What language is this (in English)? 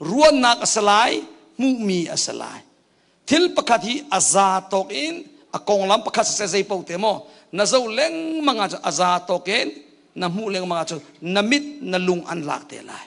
Hakha Chin